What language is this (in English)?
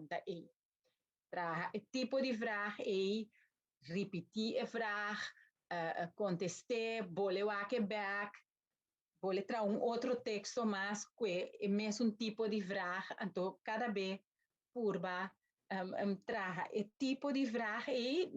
Papiamento